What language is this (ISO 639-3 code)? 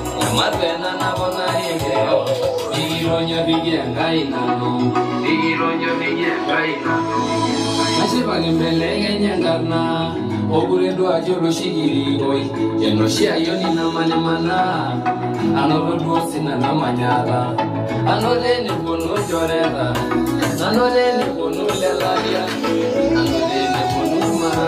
mas